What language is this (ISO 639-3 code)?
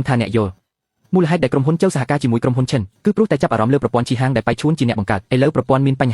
khm